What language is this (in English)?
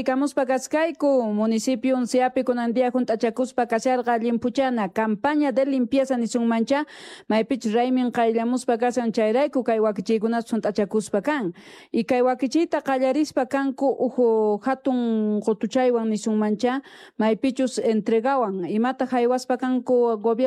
South Bolivian Quechua